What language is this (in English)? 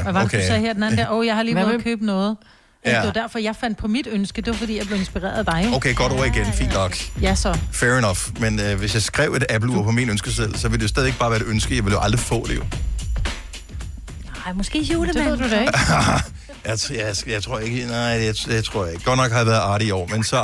Danish